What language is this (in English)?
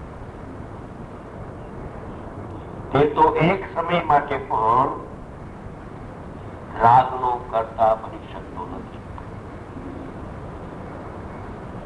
Gujarati